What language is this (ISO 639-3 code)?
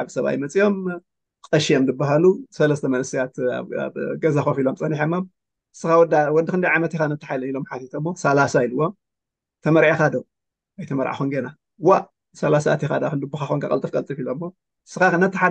tir